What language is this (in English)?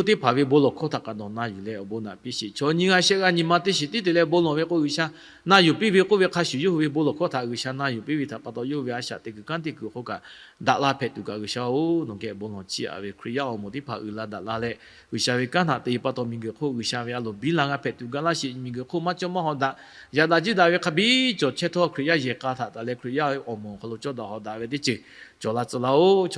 Lahu